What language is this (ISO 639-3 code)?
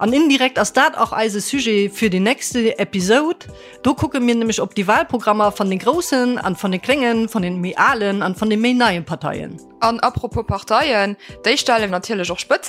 ltz